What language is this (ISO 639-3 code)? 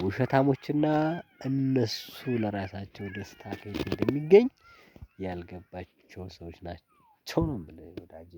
amh